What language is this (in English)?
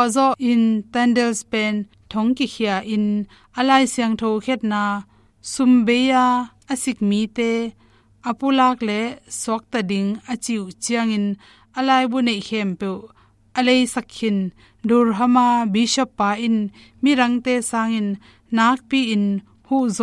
Tedim Chin